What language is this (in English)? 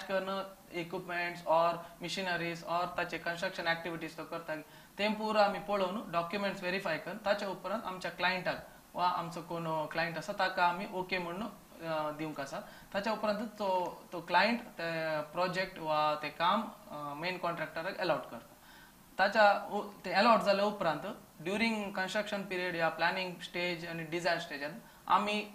Konkani